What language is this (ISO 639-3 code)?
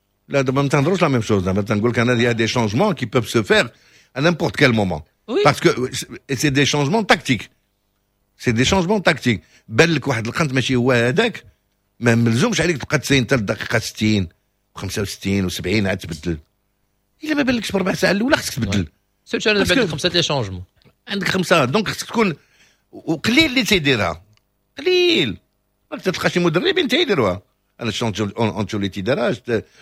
ary